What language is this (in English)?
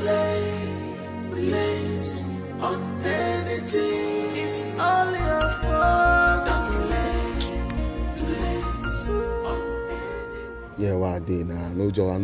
Nigerian Pidgin